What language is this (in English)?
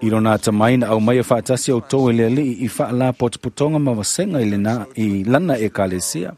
Samoan